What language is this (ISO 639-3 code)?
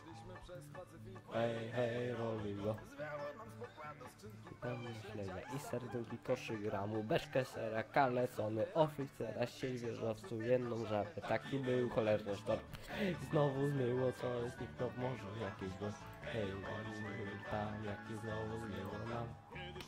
pol